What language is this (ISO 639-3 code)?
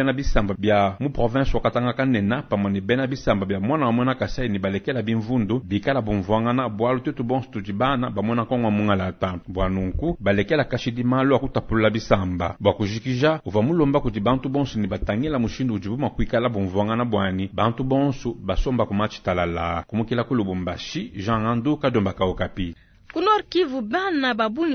lua